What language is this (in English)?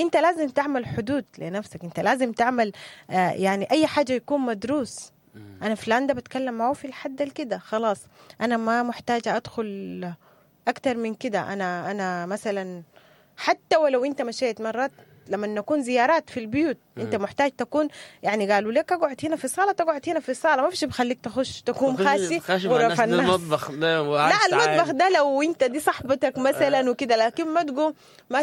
Sudanese Arabic